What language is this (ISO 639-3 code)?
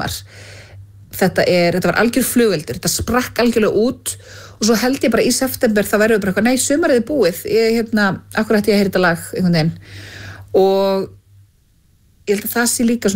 isl